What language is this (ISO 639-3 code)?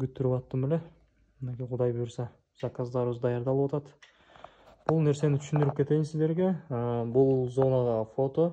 kir